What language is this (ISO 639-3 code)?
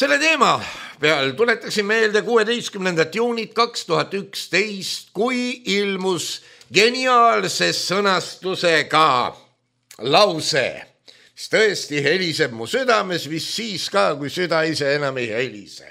est